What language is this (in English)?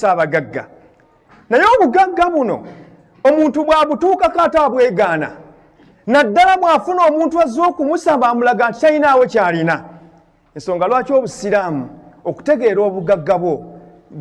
Ganda